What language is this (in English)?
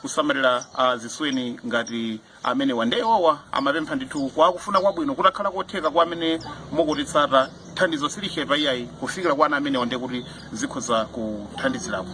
Nyanja